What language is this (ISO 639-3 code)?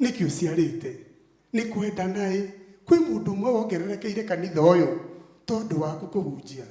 kik